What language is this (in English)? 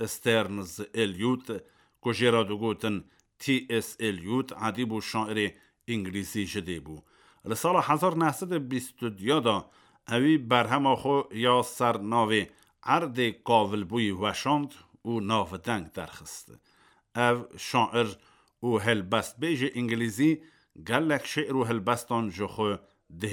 Kurdish